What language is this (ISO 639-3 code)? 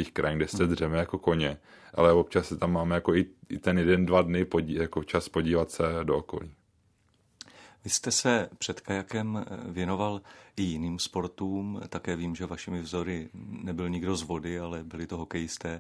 ces